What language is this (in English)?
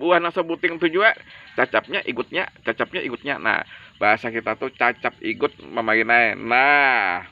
Banjar